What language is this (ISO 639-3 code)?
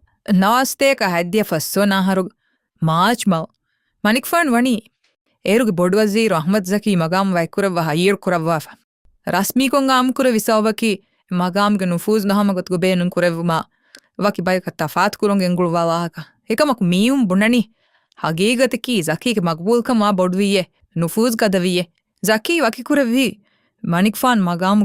div